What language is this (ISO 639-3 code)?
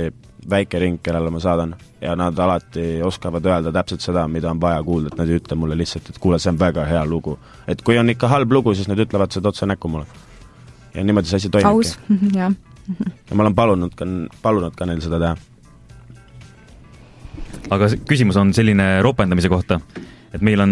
est